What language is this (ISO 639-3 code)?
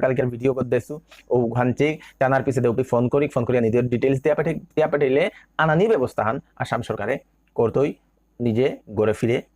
bpy